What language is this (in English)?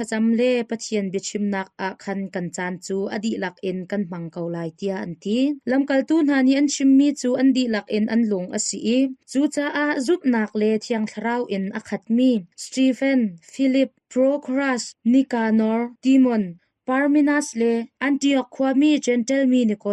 Hakha Chin